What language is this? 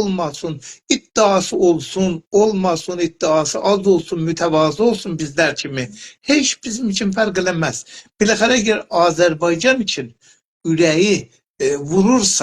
South Azerbaijani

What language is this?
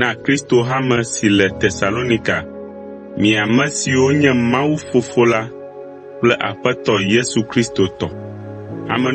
Ewe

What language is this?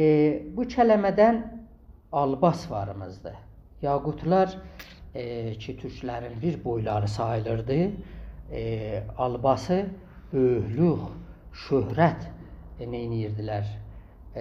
South Azerbaijani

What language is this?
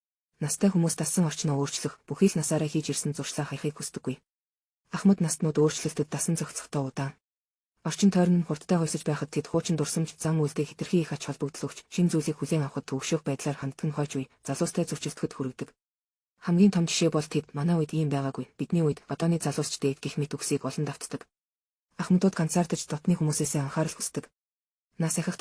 Mongolian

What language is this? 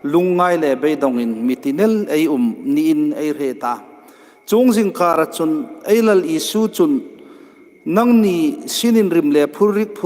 Hmar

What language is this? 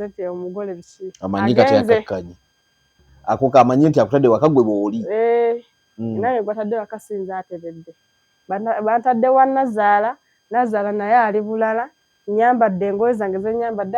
Ganda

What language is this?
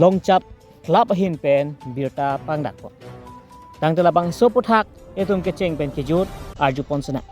Karbi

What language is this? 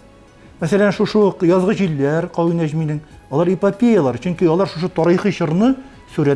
Tatar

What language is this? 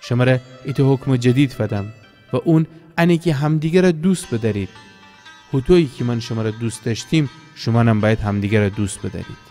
Gilaki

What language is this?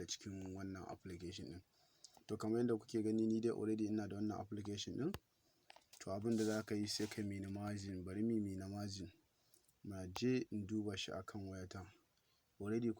Hausa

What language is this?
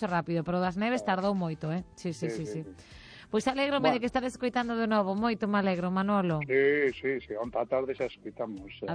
Galician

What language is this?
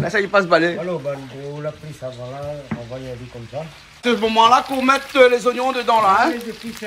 Réunion Creole French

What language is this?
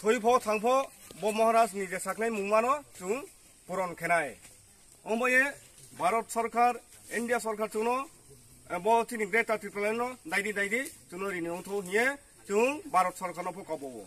Riang (India)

